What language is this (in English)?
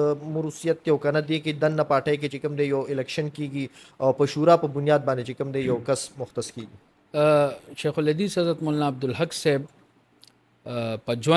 Pashto